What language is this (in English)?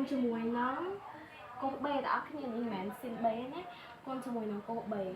Khmer